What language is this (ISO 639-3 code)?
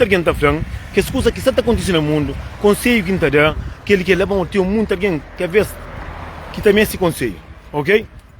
kea